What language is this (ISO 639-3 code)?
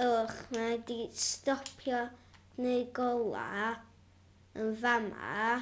cym